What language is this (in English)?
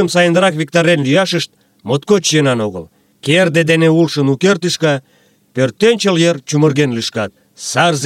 Mari